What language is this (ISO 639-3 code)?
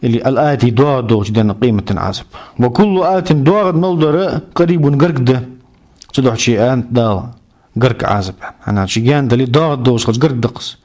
inh